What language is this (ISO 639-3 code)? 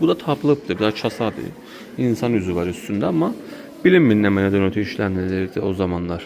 aze